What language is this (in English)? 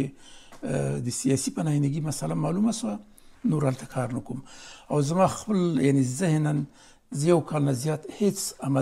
Pashto